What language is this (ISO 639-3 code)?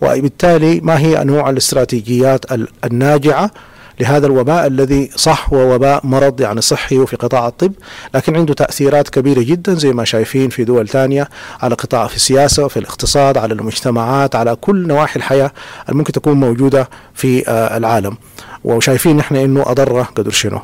apd